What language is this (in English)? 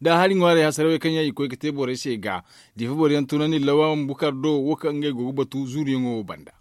Zarma